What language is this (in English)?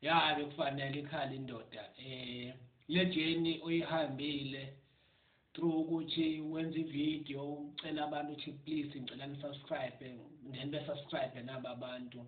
Zulu